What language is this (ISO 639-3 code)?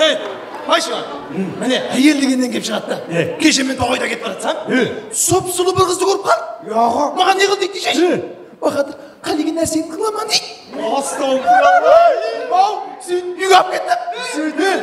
kaa